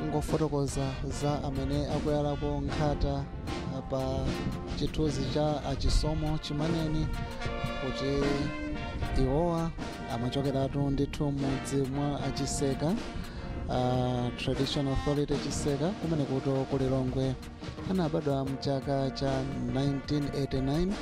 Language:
Nyanja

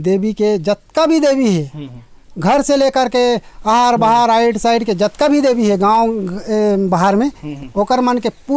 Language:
Chhattisgarhi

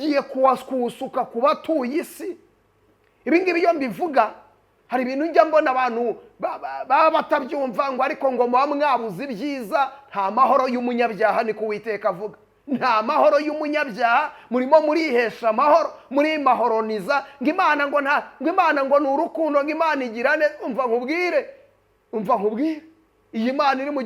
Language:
Kinyarwanda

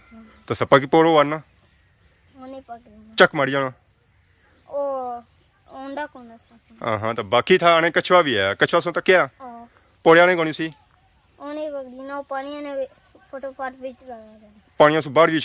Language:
Pahari-Potwari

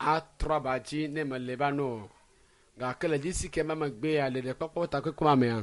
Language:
Ewe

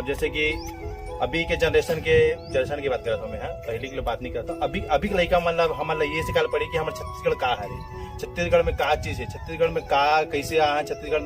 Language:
Chhattisgarhi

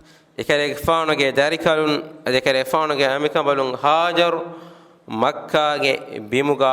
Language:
Divehi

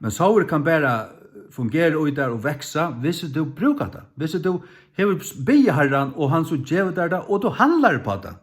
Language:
Faroese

